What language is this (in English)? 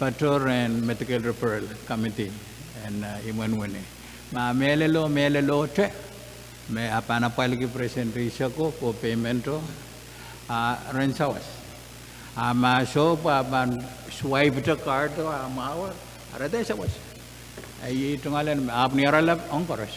Pohnpeian